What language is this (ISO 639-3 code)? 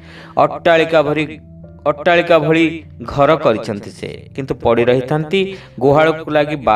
ori